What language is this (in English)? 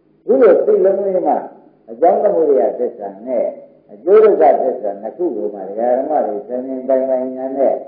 Burmese